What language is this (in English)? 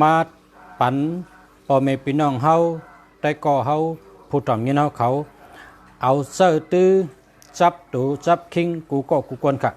Shan